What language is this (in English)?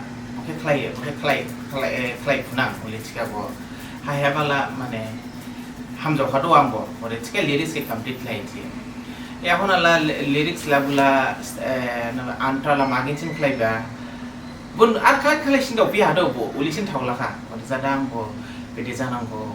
Dimasa